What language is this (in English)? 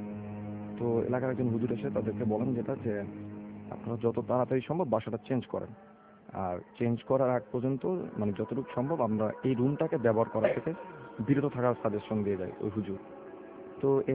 Bangla